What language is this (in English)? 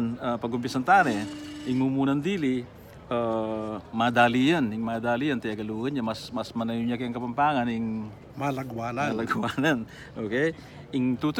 Pampanga